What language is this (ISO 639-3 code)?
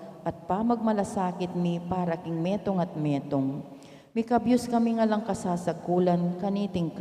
pam